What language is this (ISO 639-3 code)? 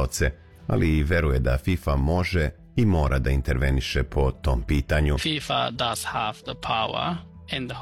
srp